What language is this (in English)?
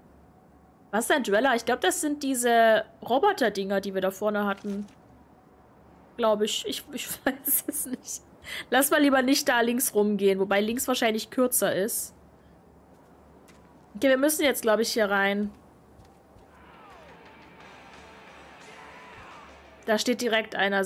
German